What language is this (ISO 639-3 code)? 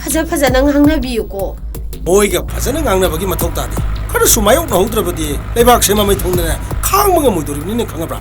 mni